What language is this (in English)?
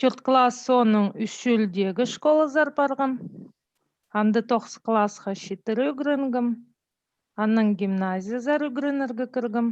Khakas